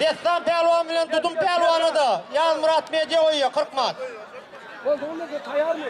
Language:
Turkmen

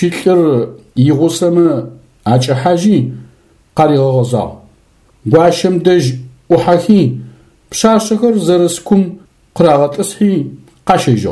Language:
Adyghe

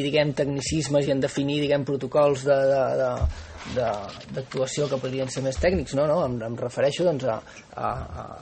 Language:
Catalan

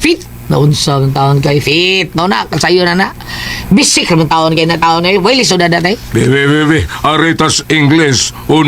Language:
Cebuano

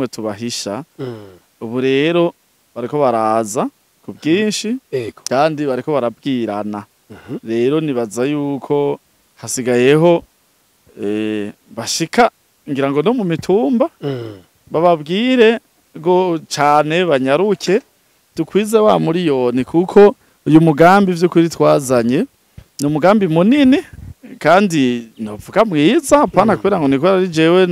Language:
Rundi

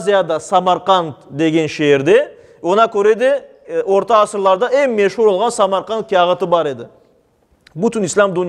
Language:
Crimean Tatar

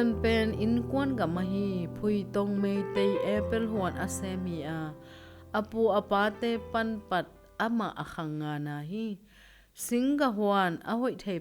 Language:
Tedim Chin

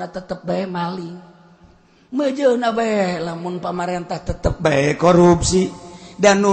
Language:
Sundanese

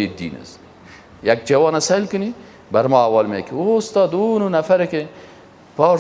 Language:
Persian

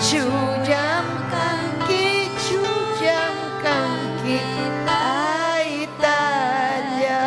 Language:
Ayacucho Quechua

